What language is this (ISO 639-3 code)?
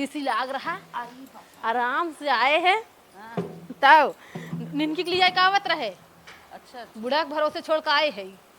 awa